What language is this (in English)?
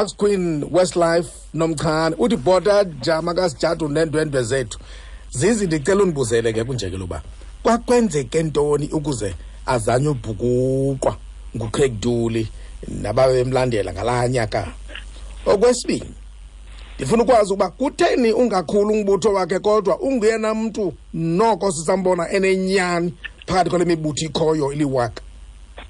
Xhosa